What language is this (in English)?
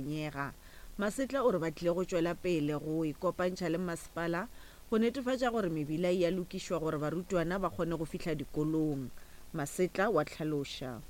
Northern Sotho